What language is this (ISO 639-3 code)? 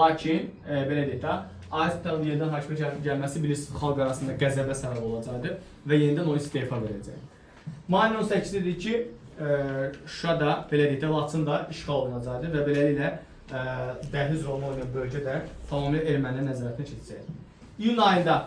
aze